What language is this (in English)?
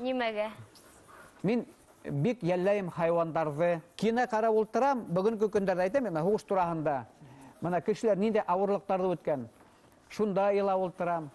Bashkir